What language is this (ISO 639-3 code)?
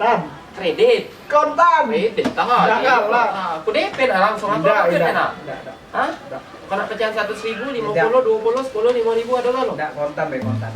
mui